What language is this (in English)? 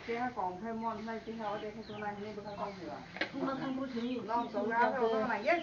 Kok Borok